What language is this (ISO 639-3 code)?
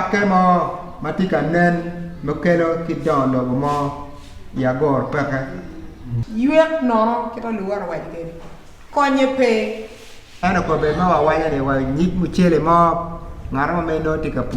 ach